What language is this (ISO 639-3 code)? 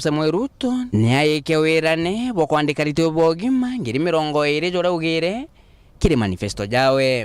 mer